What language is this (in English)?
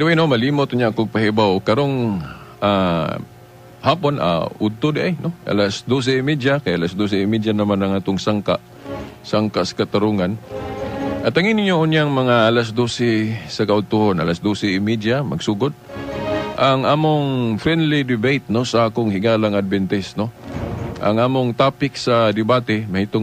Cebuano